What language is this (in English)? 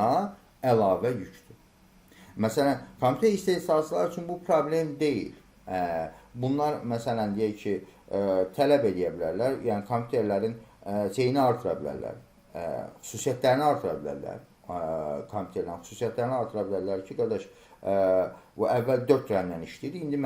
Azerbaijani